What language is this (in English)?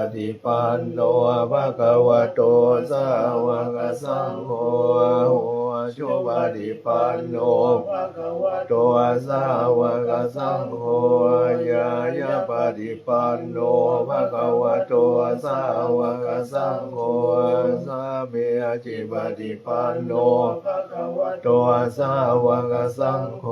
Pali